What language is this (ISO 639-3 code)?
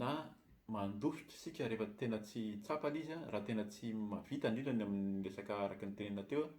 mlg